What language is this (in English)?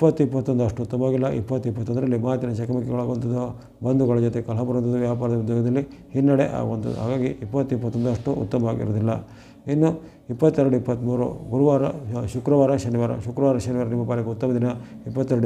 Kannada